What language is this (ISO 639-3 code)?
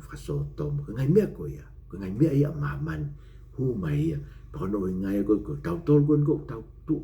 ton